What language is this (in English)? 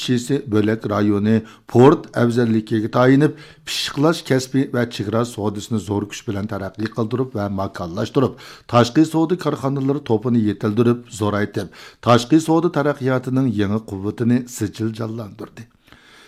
Uyghur